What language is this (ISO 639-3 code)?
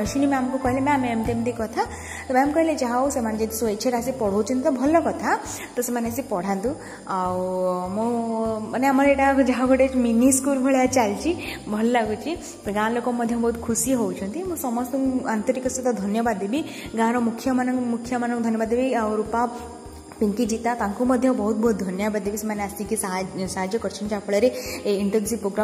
ori